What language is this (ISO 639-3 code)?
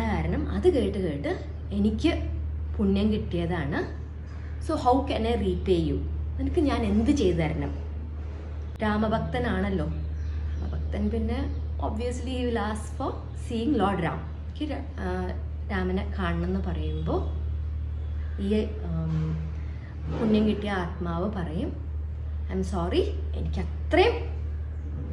mal